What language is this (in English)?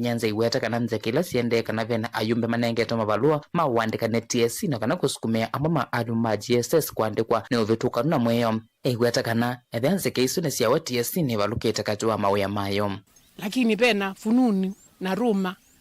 Kamba